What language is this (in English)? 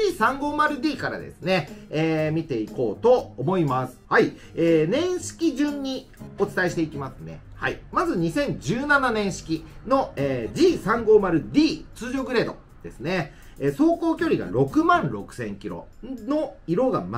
Japanese